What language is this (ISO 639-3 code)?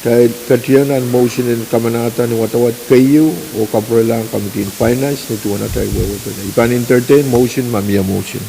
pon